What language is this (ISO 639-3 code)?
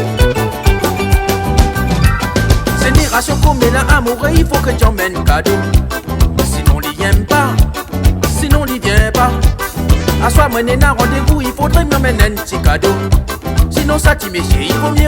rcf